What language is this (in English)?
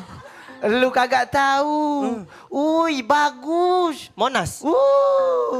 Musi